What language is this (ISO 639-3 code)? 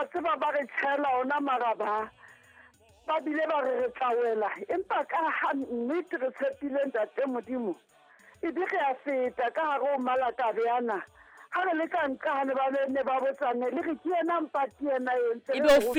sot